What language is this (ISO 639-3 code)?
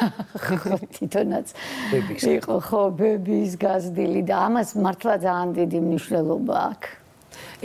kat